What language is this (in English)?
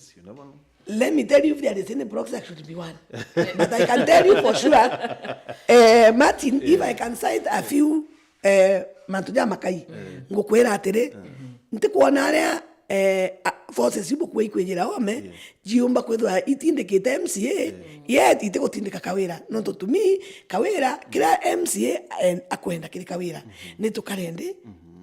Meru